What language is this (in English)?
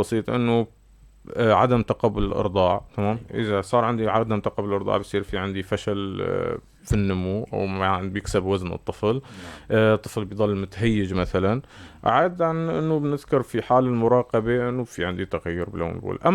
North Levantine Arabic